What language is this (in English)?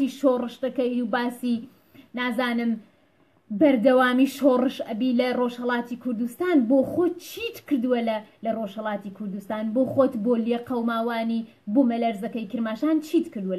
Central Kurdish